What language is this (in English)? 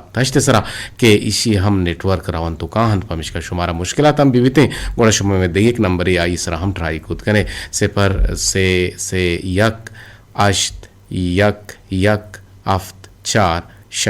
Eastern Balochi